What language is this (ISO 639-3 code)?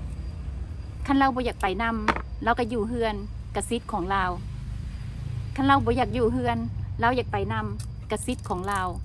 lao